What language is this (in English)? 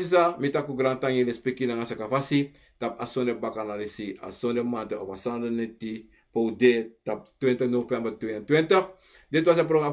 Sranan Tongo